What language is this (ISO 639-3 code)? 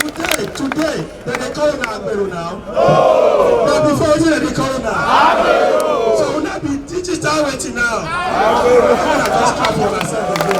pcm